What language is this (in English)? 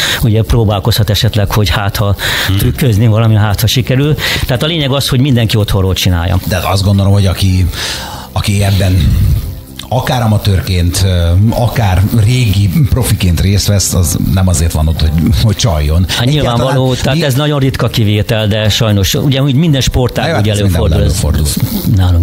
Hungarian